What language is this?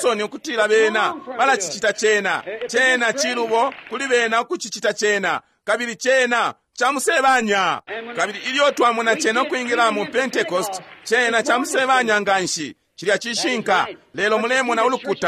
Bemba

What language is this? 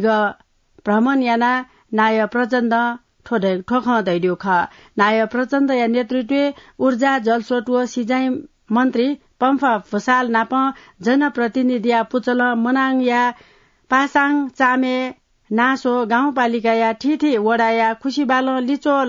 Newari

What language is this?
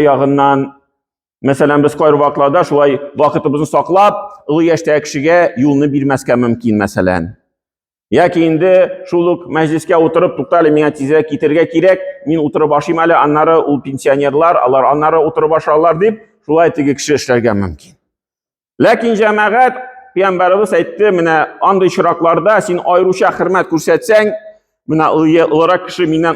Tatar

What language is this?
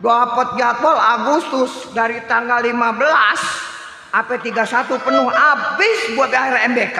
Betawi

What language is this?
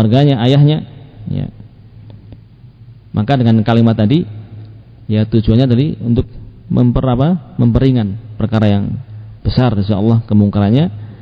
Indonesian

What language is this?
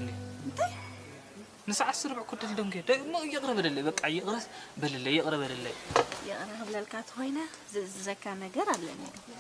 Tigrinya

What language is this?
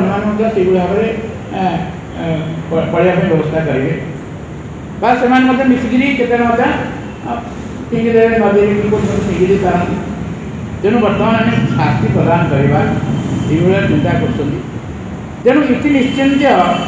Odia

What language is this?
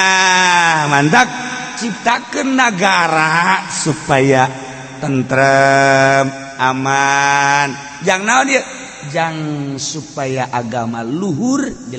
Sundanese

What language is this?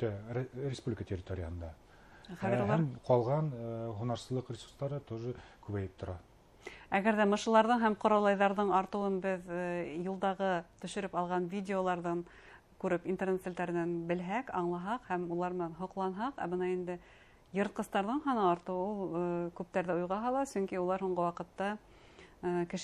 Bashkir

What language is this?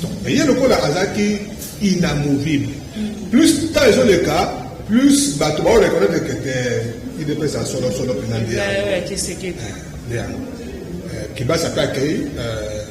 Lingala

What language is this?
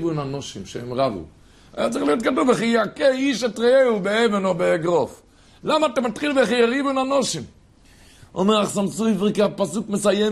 Hebrew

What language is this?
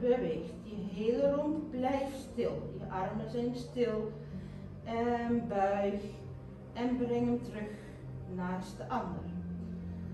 Dutch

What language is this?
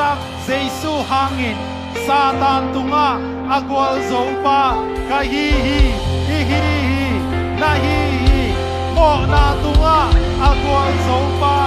Tedim Chin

